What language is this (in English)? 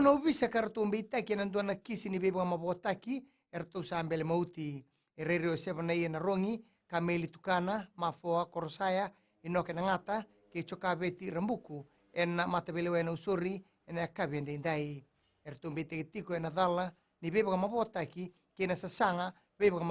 Fijian